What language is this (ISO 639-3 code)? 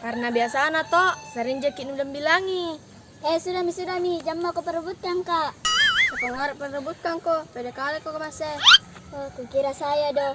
mfp